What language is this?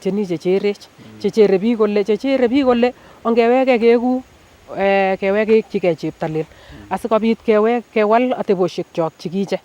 Nandi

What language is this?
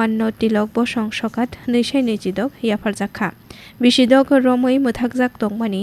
Kok Borok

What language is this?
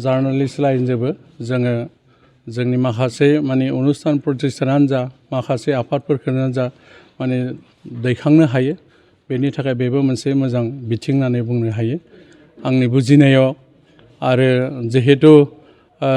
Bodo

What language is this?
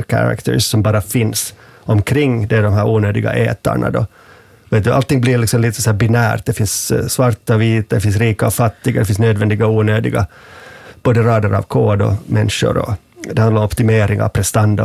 Swedish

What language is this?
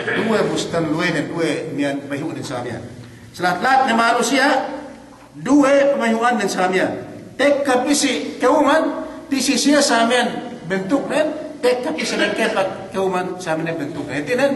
Yakan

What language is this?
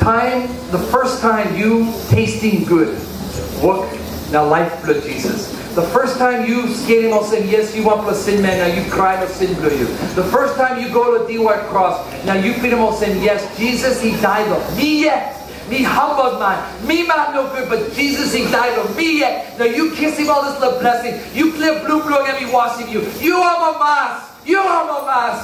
Tok Pisin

